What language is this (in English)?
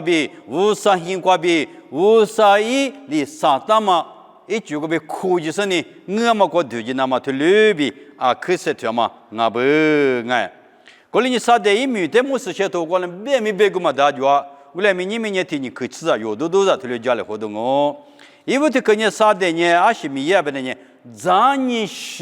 Lisu